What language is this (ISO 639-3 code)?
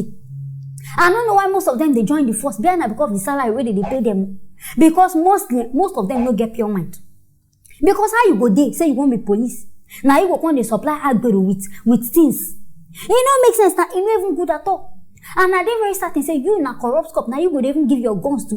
pcm